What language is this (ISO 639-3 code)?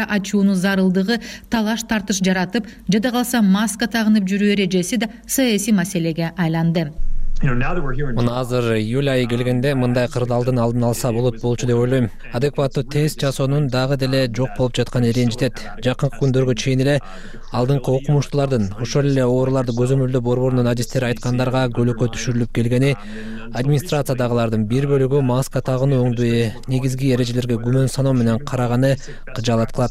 kir